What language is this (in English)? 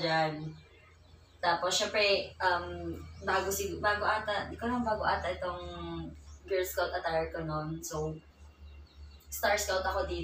Filipino